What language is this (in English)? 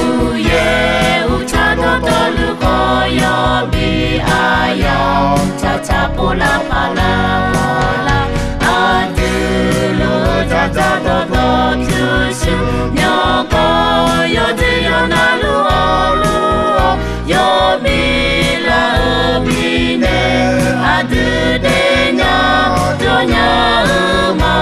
Akha